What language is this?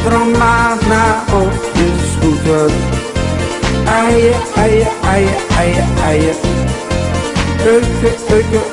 Czech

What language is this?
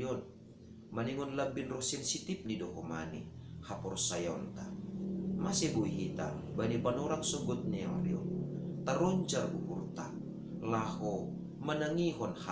Batak Simalungun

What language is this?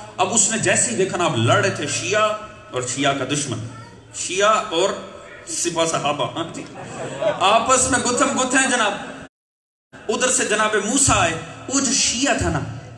Urdu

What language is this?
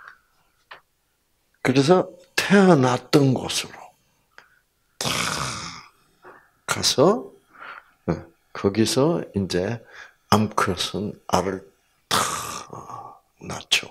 Korean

